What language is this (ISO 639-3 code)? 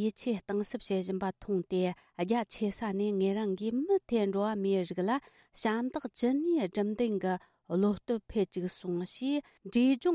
bod